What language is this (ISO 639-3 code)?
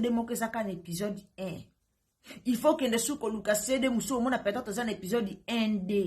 lin